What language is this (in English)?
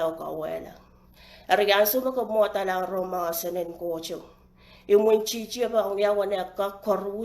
Pohnpeian